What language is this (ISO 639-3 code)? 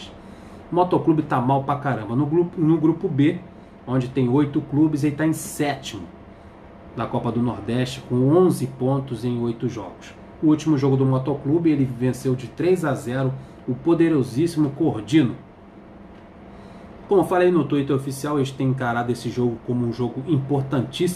por